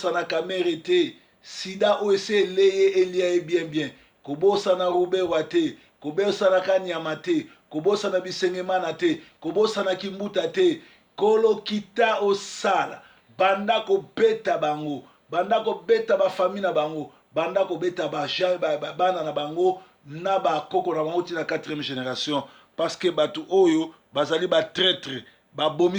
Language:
Lingala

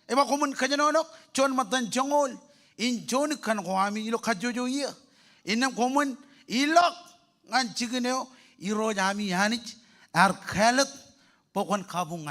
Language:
Marshallese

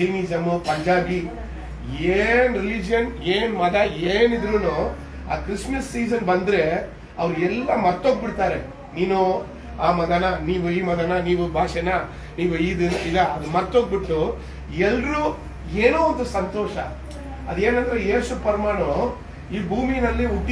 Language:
Kannada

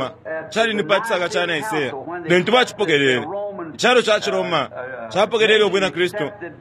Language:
Bemba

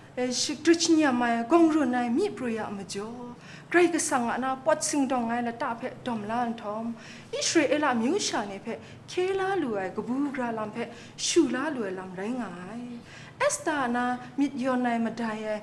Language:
Kachin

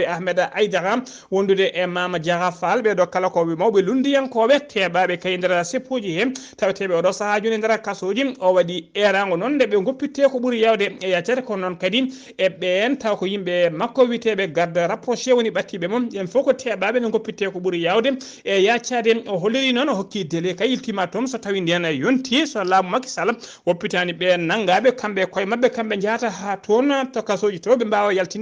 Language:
Fula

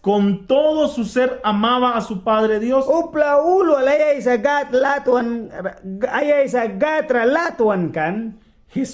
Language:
Mískito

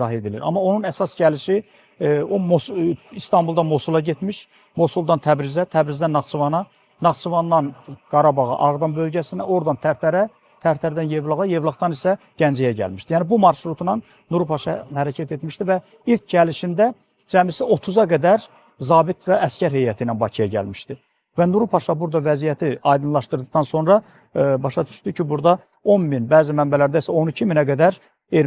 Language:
Azerbaijani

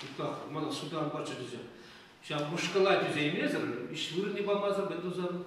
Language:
Chuvash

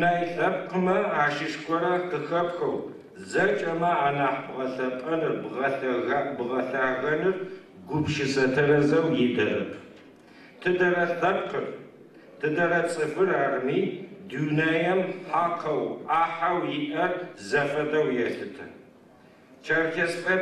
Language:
Adyghe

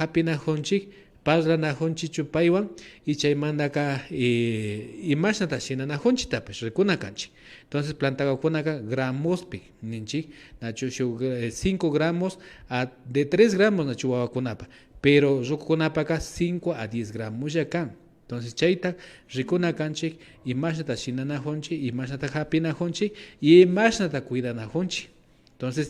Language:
Imbabura Highland Quichua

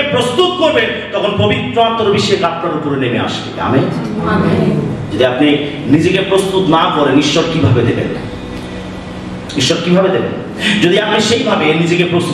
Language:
Bangla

